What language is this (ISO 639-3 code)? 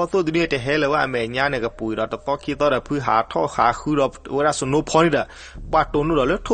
ksw